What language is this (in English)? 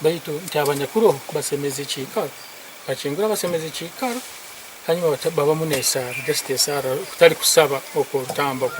Nyankole